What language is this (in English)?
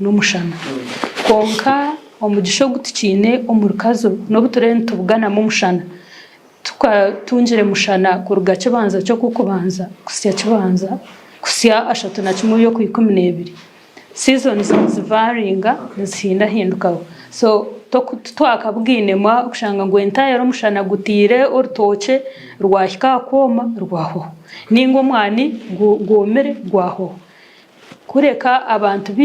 Nyankole